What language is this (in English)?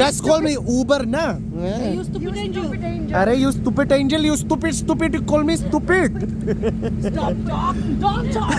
Mizo